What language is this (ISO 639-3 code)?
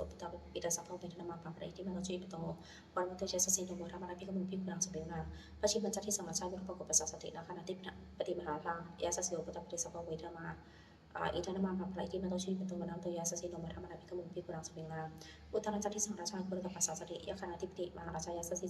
pli